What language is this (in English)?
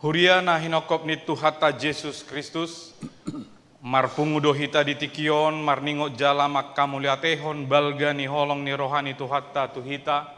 Batak Toba